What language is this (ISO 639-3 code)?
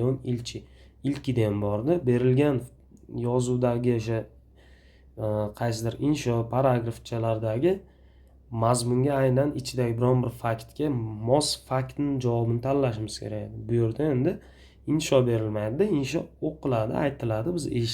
uzb